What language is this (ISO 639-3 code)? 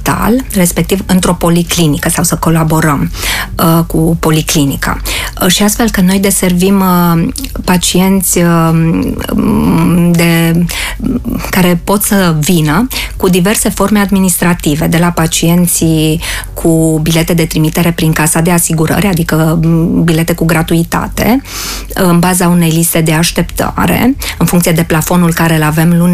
ron